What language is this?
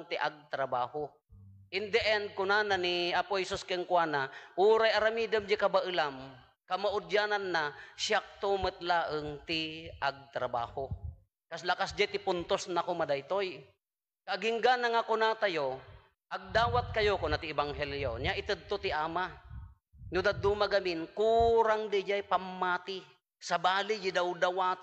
Iloko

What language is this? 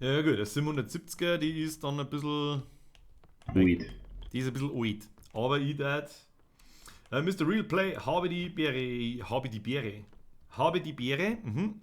Bavarian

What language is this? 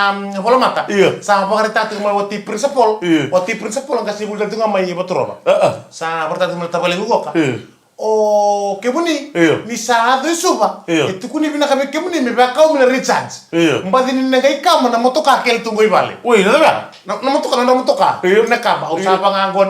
Fijian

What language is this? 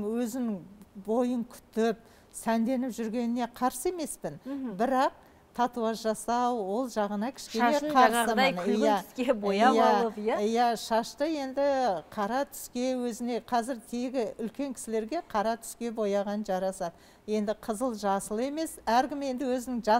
Kazakh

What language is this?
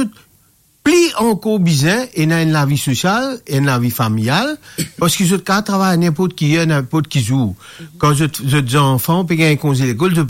Morisyen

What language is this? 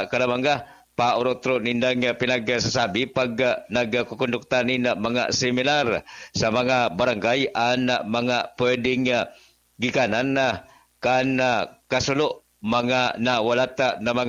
Bikol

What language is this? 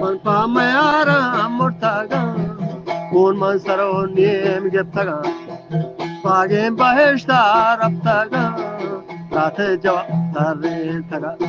Eastern Balochi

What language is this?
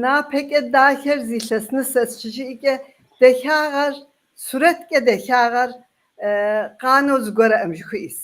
Kabardian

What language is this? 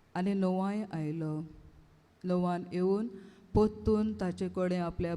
Konkani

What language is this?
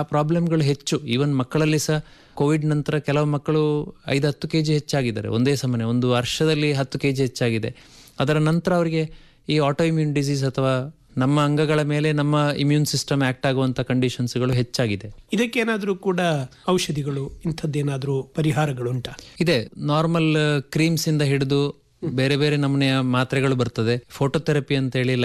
Kannada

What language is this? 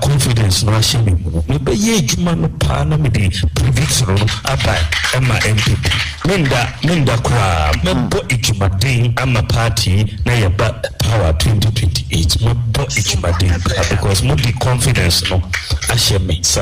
Akan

